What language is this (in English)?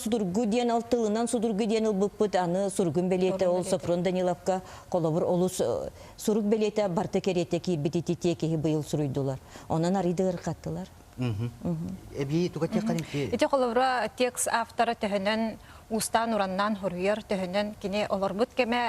Yakut